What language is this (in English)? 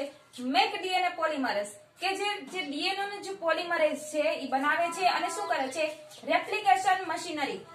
Gujarati